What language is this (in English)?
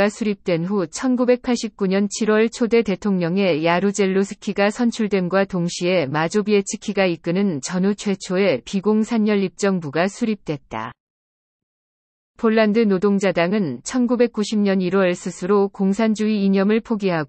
Korean